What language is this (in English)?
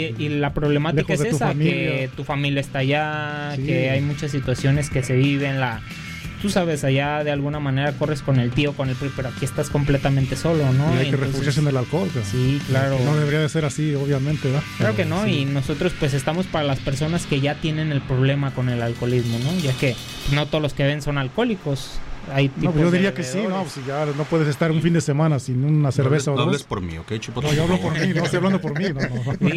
Spanish